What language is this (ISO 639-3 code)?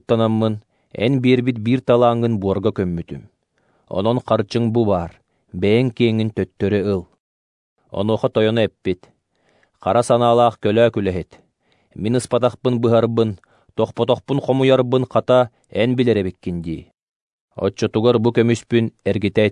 sah